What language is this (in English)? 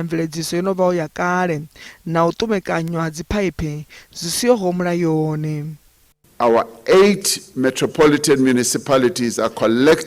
Venda